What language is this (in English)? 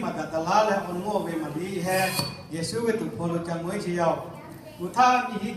Lahu